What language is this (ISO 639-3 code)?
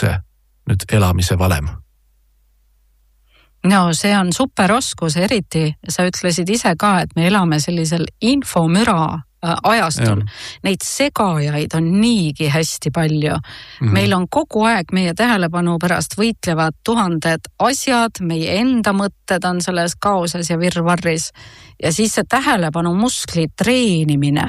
est